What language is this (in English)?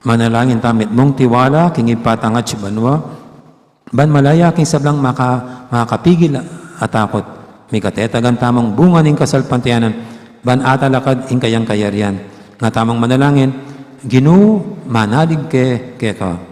Pampanga